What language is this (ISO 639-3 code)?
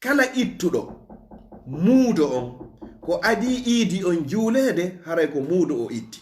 ful